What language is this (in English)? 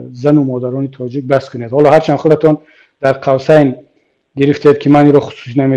Tajik